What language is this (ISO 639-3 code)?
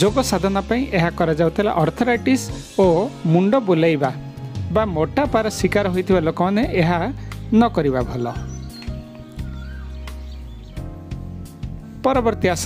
ori